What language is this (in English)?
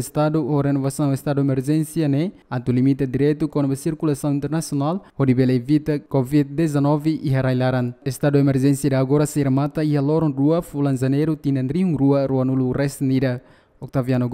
Tetum